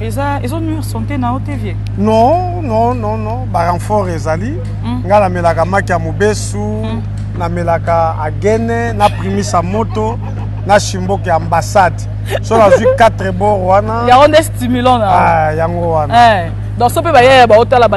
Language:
Lingala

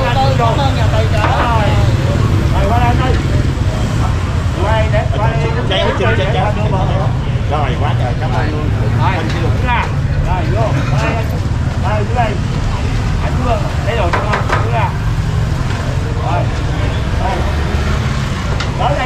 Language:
Vietnamese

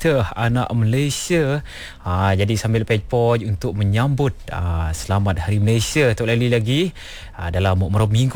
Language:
Malay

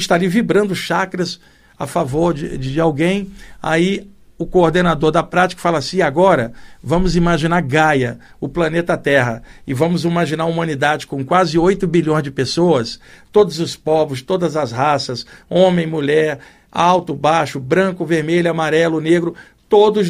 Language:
Portuguese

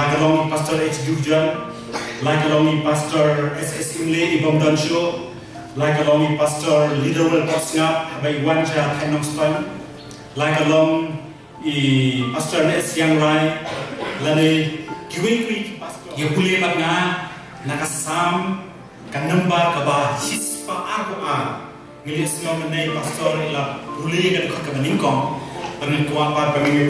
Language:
Khasi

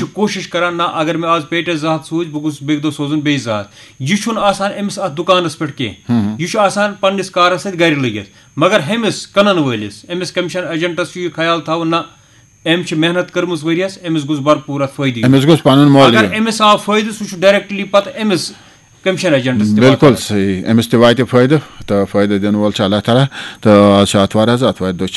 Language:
Kashmiri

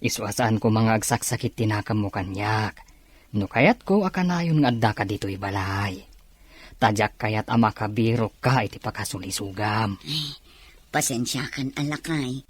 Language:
Iloko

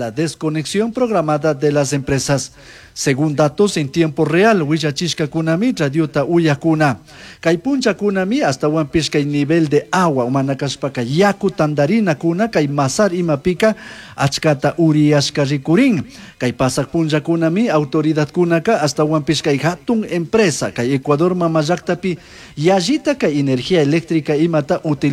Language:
Chimborazo Highland Quichua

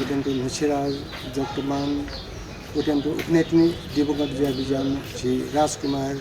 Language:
Newari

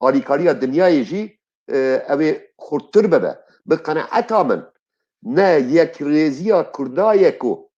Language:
Kurdish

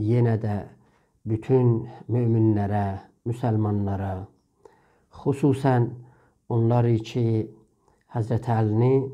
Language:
South Azerbaijani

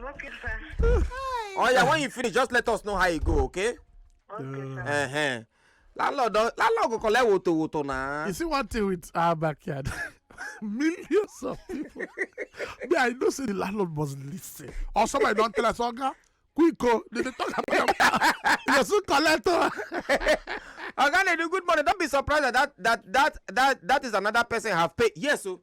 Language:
Nigerian Pidgin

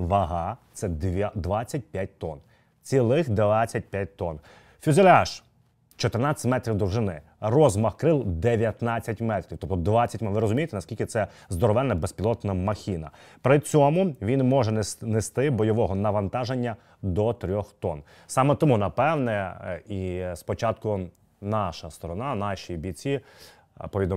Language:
Ukrainian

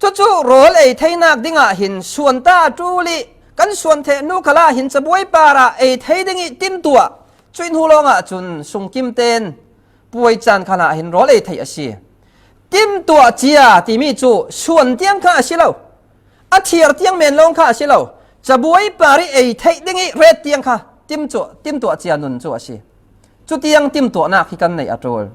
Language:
Falam Chin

